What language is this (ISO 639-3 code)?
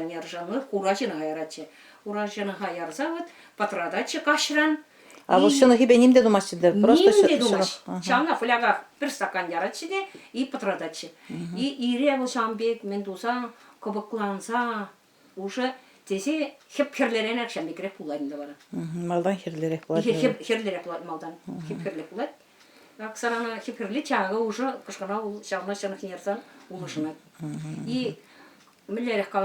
chv